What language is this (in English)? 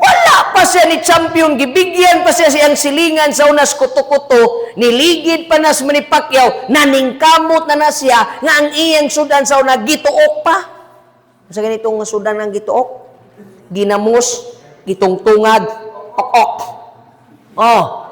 Cebuano